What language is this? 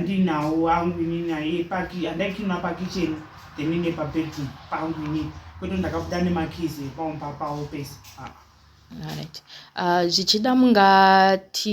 Shona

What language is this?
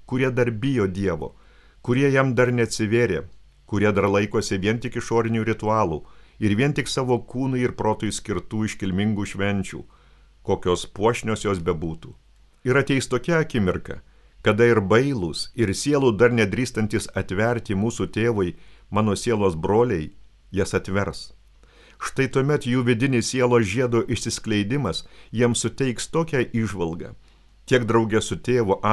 Lithuanian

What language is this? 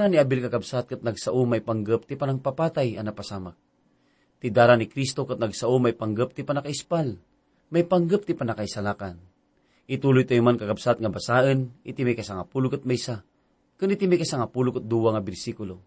Iloko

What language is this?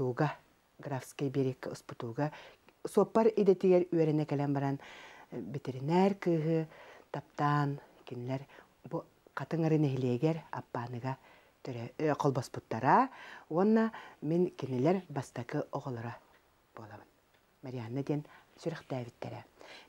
Yakut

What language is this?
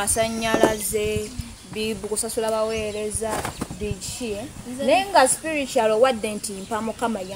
Ganda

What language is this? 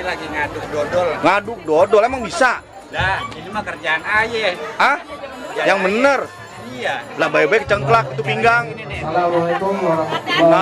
Betawi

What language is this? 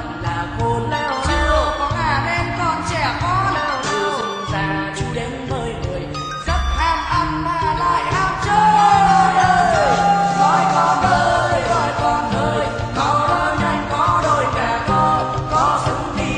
Vietnamese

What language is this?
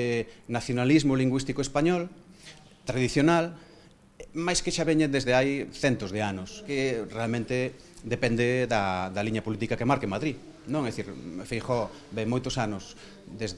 Galician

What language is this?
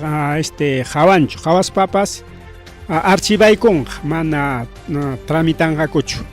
Ayacucho Quechua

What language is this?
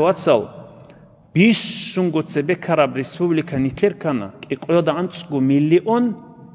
Avaric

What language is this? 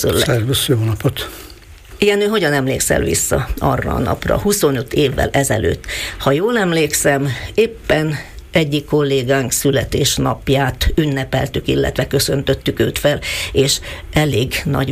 Hungarian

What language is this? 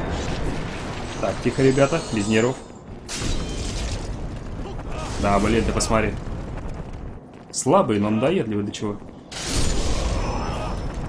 Russian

